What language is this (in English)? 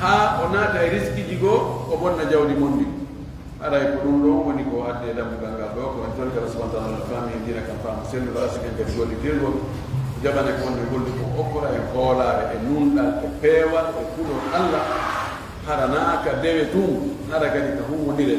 Pular